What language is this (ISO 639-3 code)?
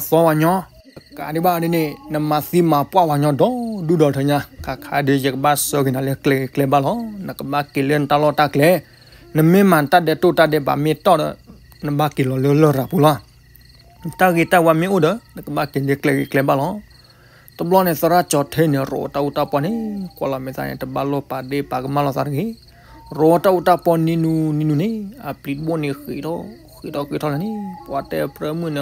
ksw